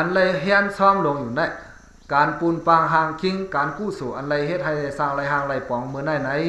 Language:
Shan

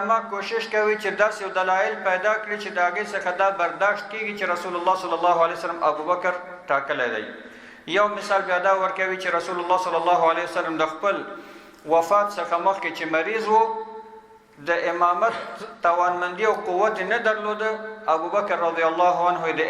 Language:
Pashto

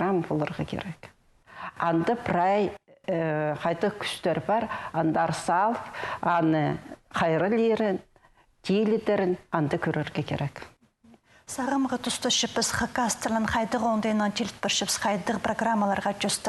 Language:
Khakas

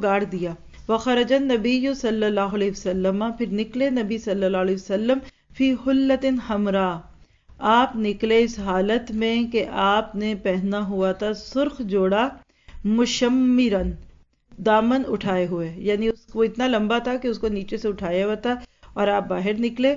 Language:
Urdu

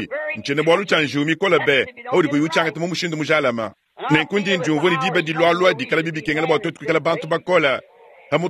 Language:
Luba-Lulua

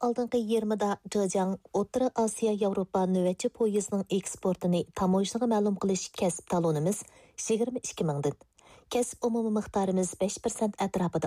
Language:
Uyghur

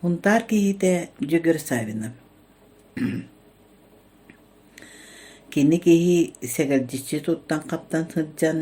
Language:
Yakut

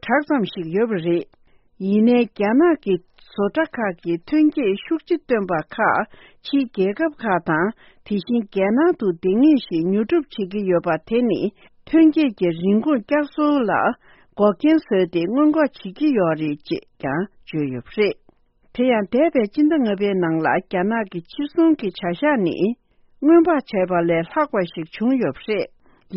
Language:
Tibetan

